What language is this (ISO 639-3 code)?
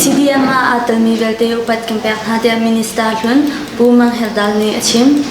cnh